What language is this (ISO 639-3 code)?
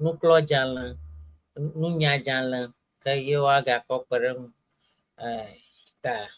ewe